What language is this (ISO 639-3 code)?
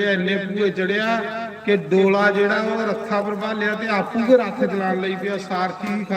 doi